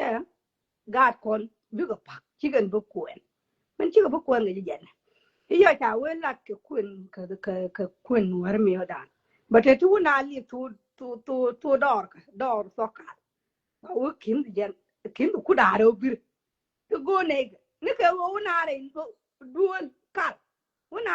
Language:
Nuer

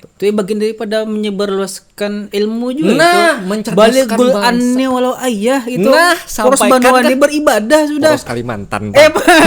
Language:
Banjar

